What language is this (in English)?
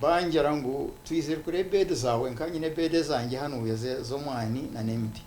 Nyankole